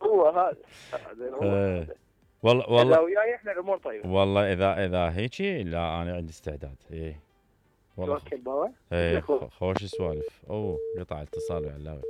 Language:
Mesopotamian Arabic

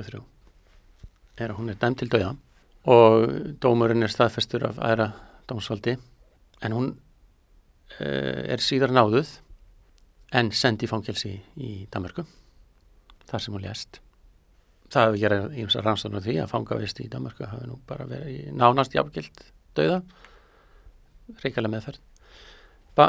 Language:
Icelandic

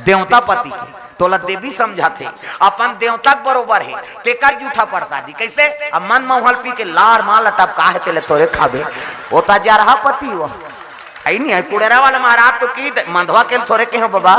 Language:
Chhattisgarhi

